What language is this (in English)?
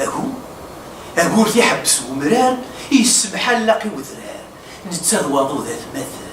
Kabyle